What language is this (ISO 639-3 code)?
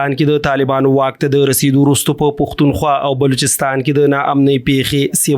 pus